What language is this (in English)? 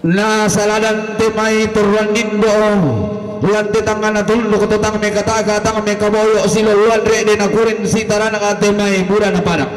Toraja-Sa'dan